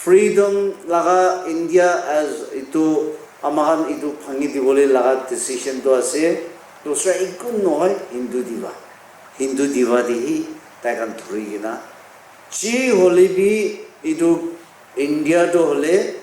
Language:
Naga Pidgin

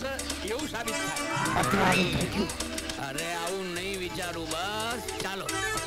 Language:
Gujarati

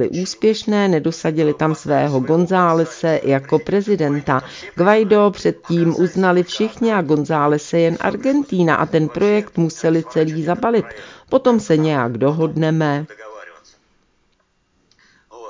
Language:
Czech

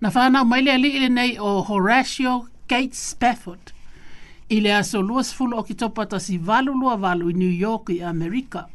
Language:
Samoan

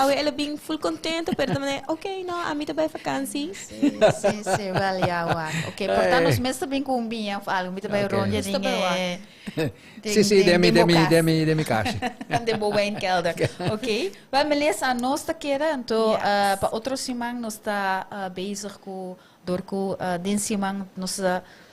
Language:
Papiamento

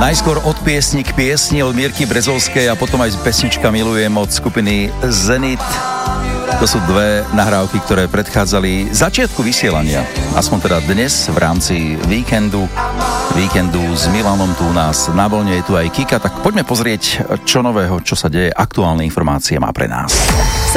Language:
Slovak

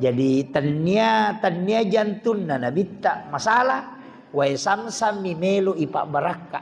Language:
Buginese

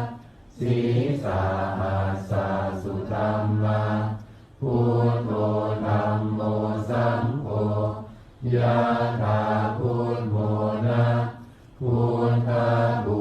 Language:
Pali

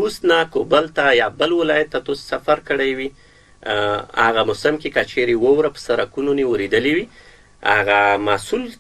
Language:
Pashto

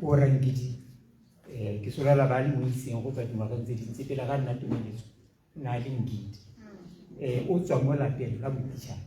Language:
Tswana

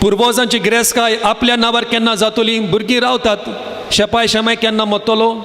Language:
Konkani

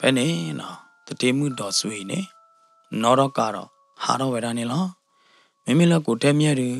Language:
S'gaw Karen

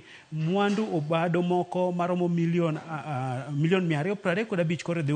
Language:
Luo (Kenya and Tanzania)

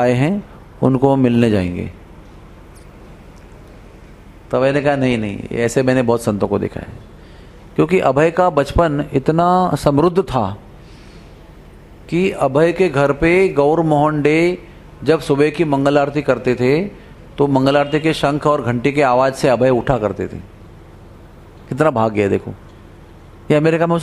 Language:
Hindi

